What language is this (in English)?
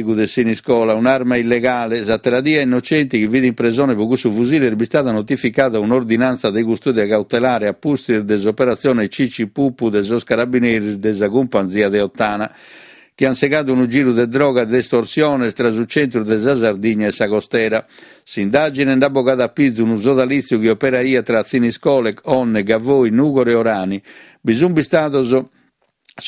Sardinian